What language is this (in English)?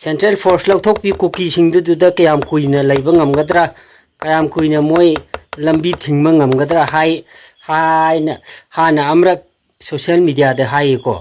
Manipuri